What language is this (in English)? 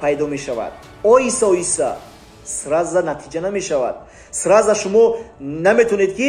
Tajik